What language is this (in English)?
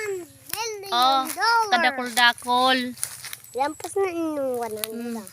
Bikol